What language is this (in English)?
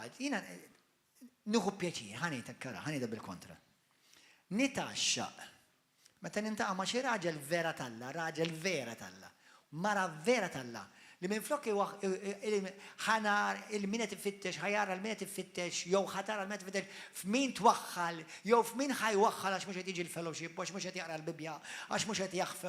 Maltese